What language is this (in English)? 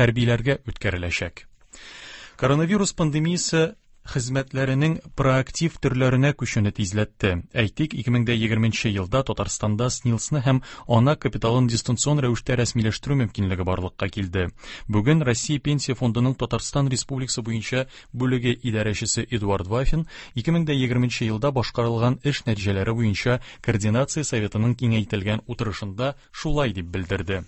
Tatar